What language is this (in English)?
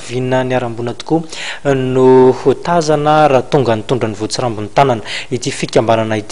Malagasy